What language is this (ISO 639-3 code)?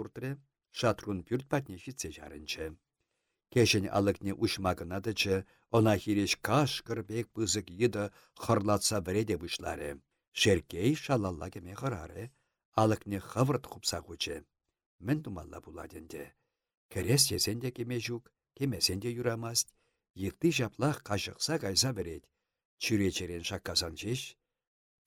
chv